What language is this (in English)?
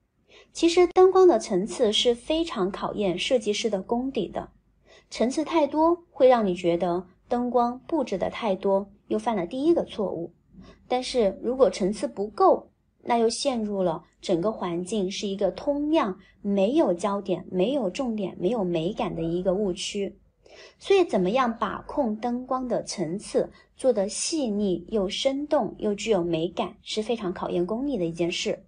Chinese